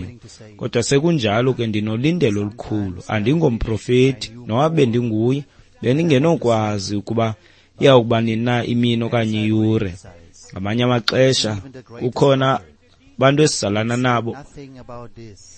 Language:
Xhosa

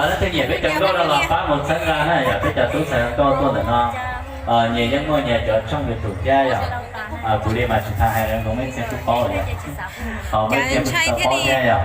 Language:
Hmong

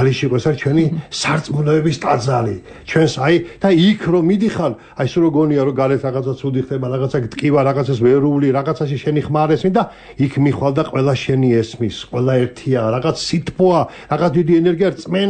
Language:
Georgian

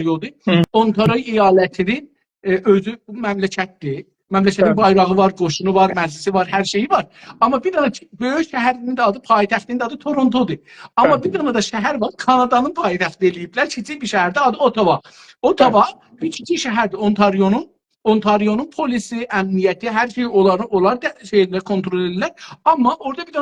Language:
South Azerbaijani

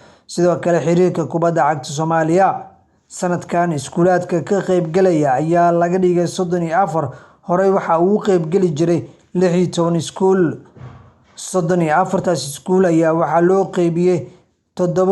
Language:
Somali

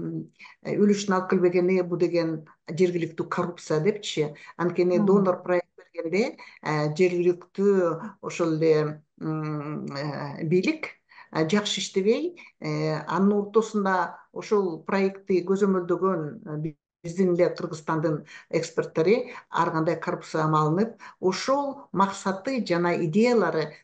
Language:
Kyrgyz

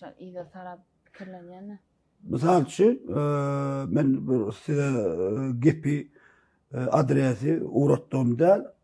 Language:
Turkmen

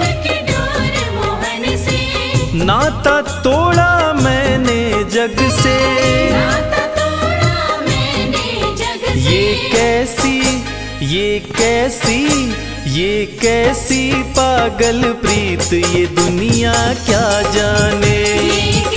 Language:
Hindi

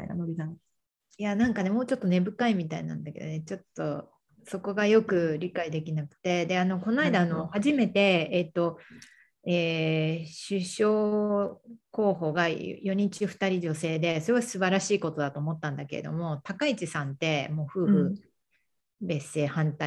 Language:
Japanese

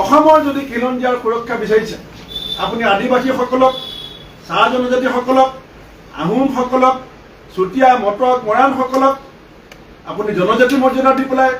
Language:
Assamese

